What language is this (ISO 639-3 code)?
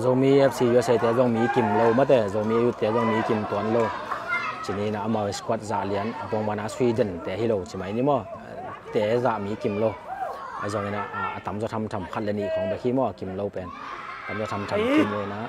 ctd